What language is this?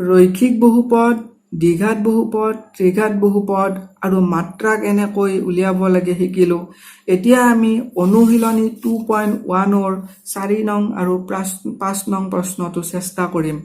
Assamese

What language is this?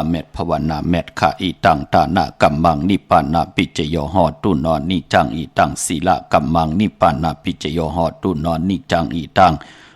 Shan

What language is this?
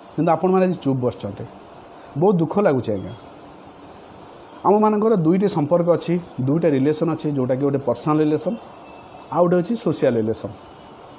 Odia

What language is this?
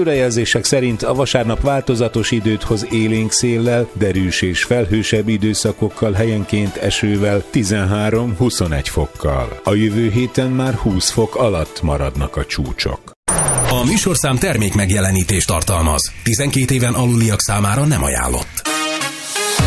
Hungarian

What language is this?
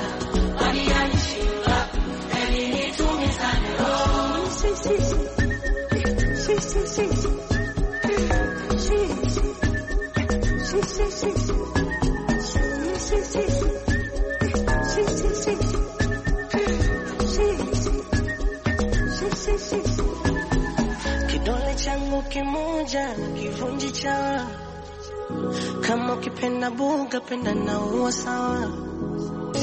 Swahili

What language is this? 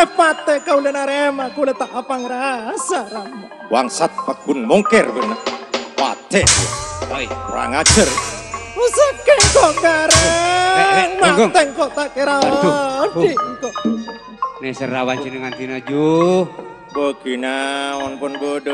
Madurese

